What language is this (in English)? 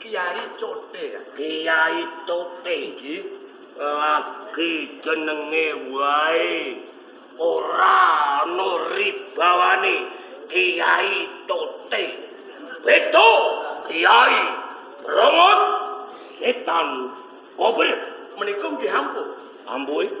Javanese